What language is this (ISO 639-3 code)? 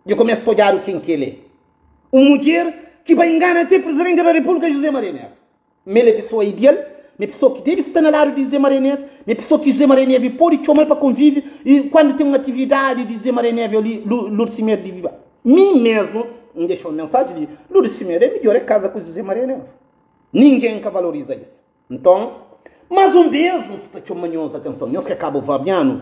kea